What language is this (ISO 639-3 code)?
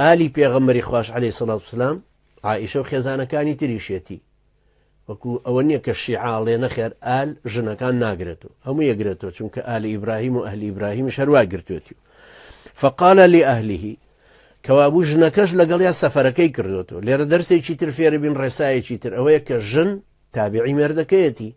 ckb